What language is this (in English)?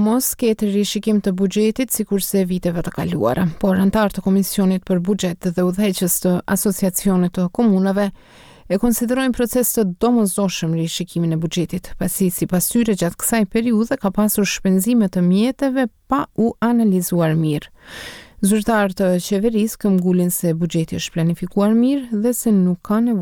Albanian